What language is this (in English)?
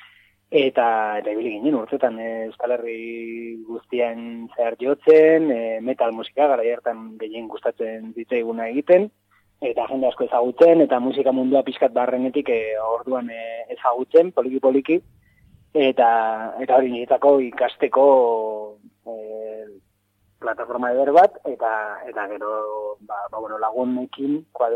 Basque